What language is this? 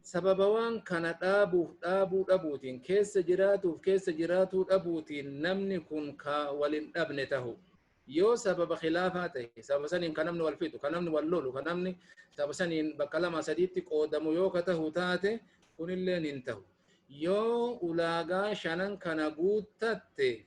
Oromo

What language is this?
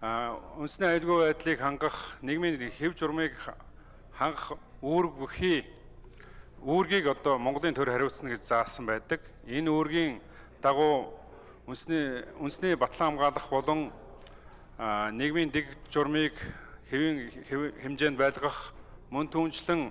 Mongolian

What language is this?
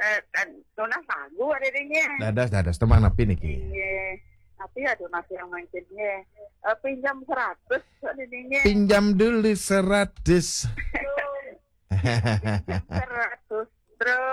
Balinese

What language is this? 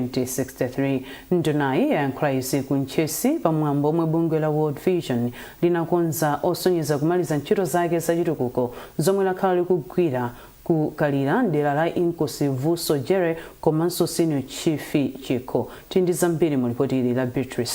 Nyanja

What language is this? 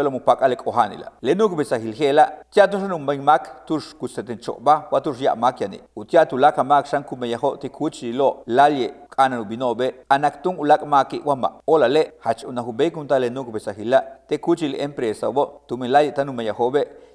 Yucateco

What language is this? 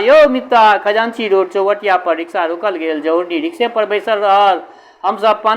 Maithili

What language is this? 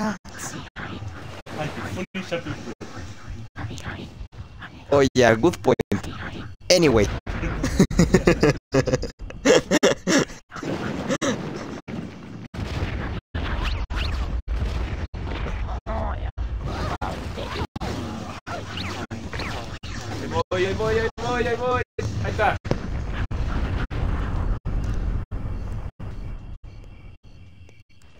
Spanish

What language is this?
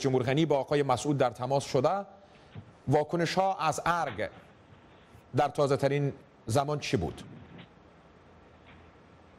Persian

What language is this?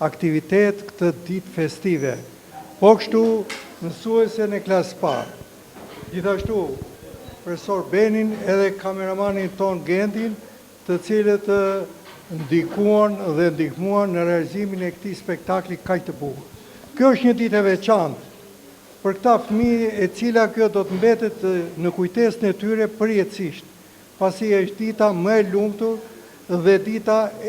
Albanian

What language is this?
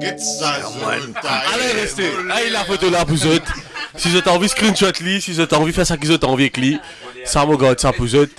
Morisyen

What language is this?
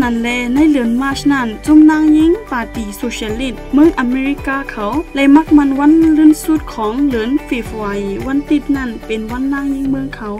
Shan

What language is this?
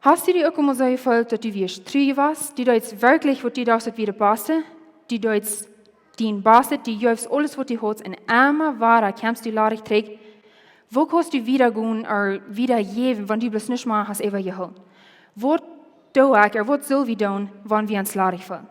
Plautdietsch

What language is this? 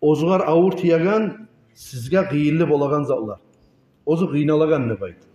Kumyk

